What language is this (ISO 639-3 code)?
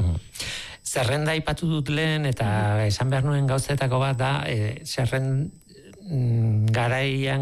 eus